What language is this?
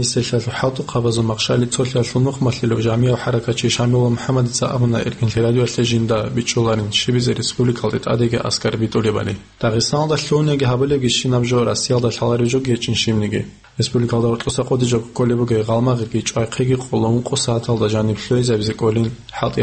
Avaric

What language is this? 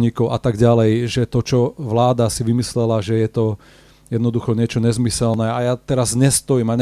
Slovak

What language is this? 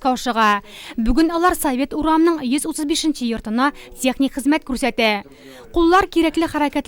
Tatar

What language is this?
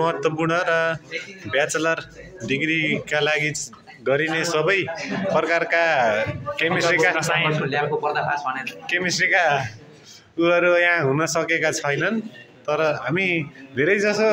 Nepali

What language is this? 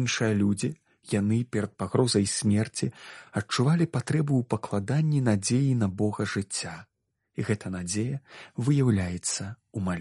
Belarusian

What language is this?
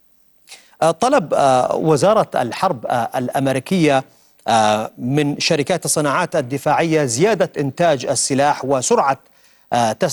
Arabic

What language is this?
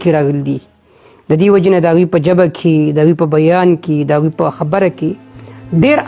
Pashto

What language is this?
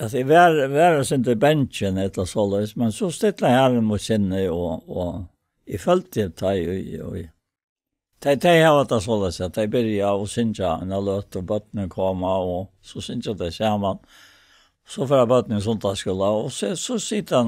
Faroese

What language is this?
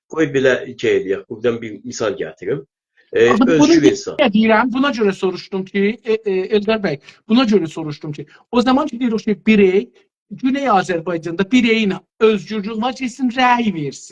South Azerbaijani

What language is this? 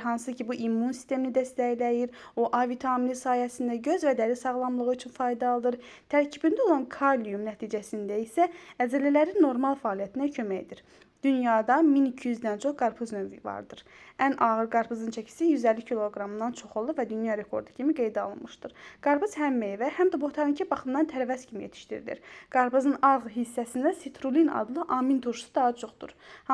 Azerbaijani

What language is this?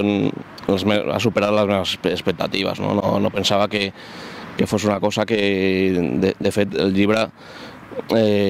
Catalan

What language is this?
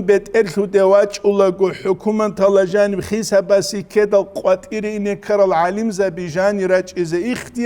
Avaric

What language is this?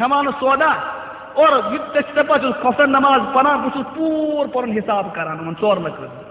Kashmiri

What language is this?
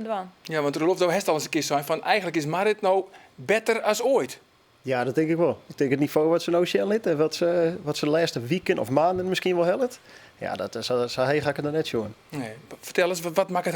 Western Frisian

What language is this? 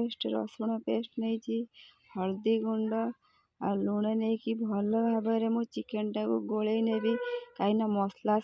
Odia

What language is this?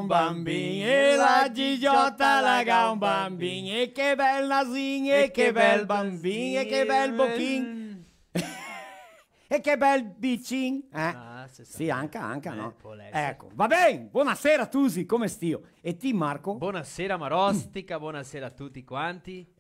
Venetian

